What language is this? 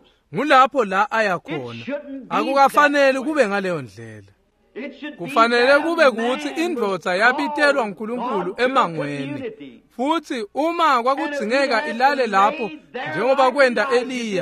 Swati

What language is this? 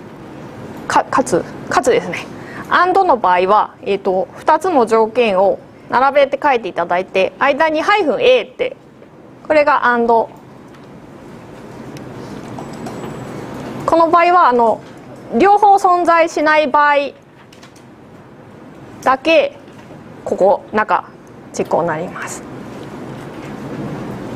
Japanese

